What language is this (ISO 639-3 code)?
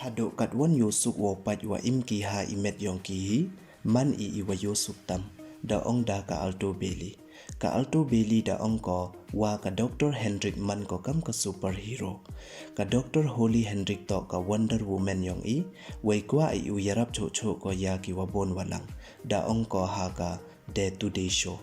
pbv